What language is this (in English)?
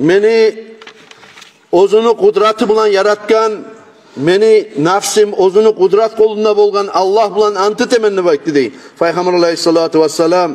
Kumyk